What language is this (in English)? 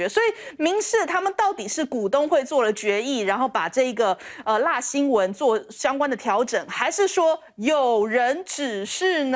Chinese